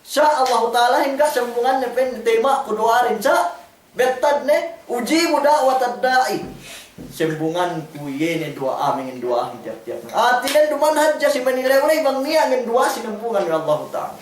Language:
Yakan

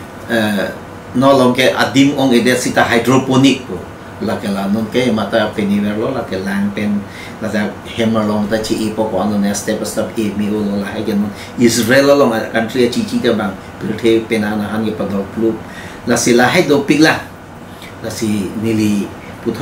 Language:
Karbi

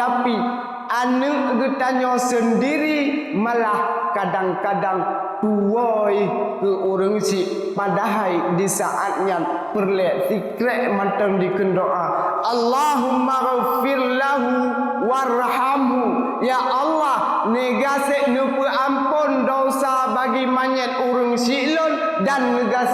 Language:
Achinese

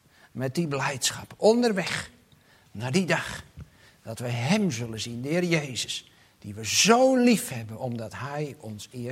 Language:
Dutch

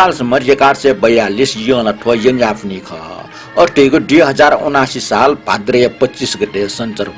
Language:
Newari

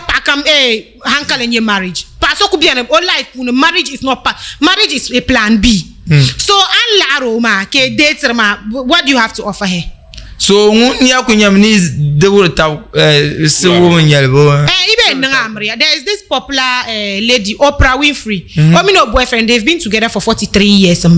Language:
Dagbani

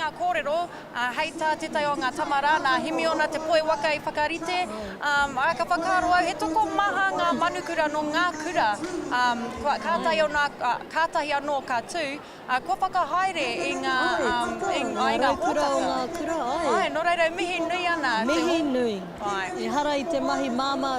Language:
Māori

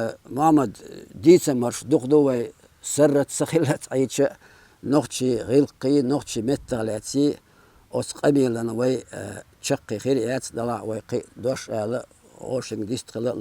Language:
Chechen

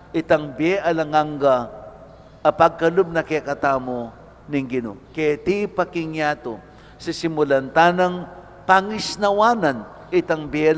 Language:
Pampanga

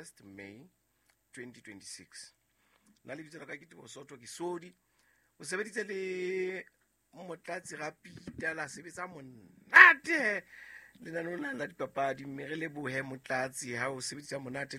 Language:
Southern Sotho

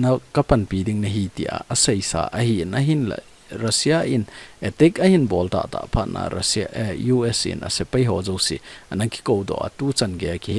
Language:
Thado Chin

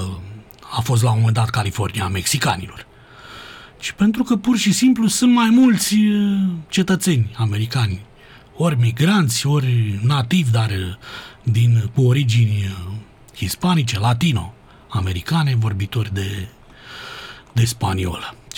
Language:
Romanian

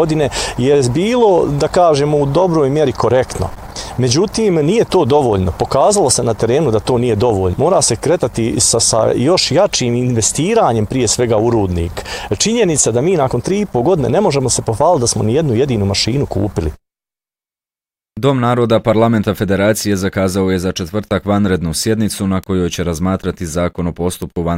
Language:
Bosnian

